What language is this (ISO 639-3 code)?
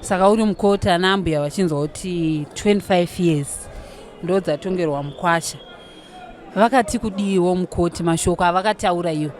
sna